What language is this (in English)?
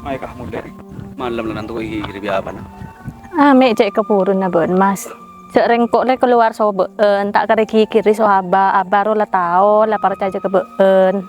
Madurese